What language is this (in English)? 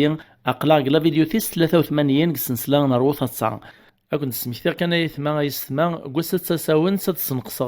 Kabyle